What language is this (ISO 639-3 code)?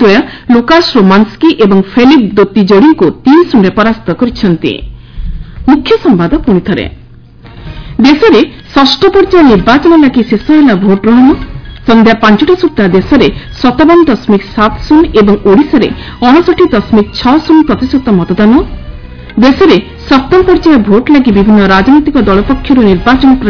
ori